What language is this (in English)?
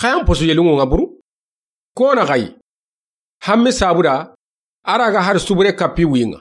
Soninke